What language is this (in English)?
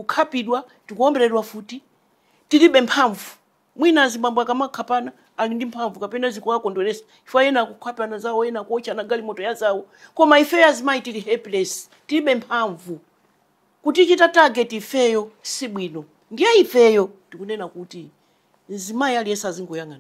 Nyanja